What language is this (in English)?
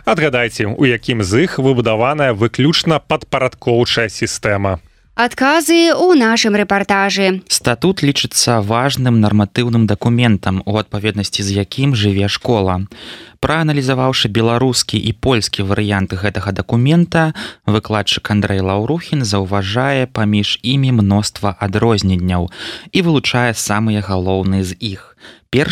Belarusian